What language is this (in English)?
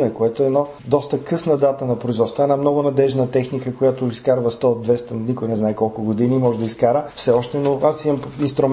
Bulgarian